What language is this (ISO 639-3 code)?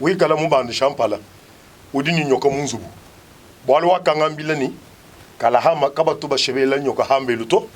lua